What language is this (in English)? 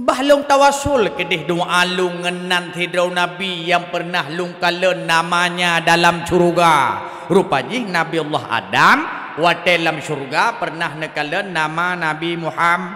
Achinese